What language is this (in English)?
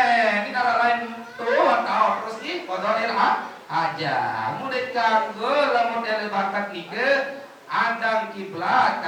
Sasak